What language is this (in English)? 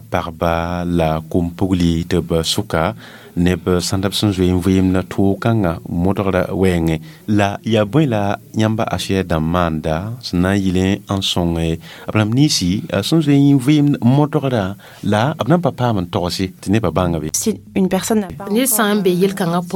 Mossi